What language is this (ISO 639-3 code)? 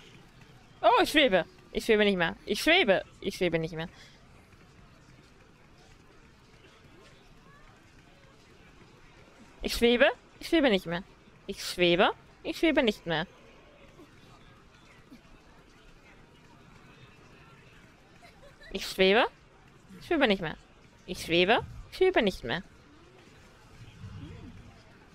deu